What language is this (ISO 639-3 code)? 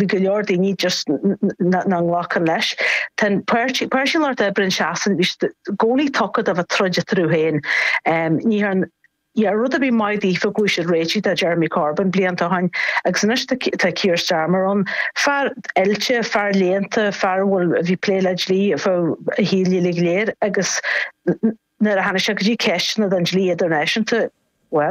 gle